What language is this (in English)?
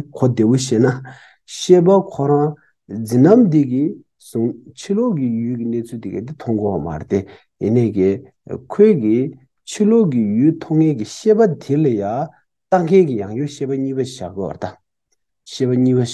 Tibetan